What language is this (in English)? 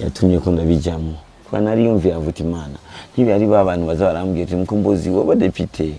Rundi